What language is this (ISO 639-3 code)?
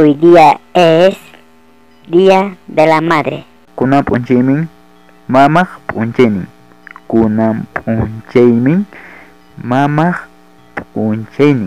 quy